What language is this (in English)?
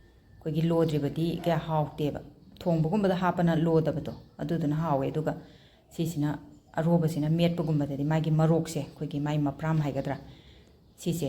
Manipuri